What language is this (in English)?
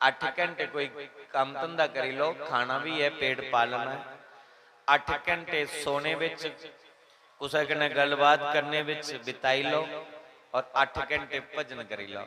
Dogri